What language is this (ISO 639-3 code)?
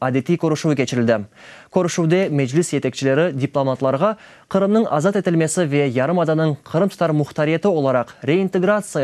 crh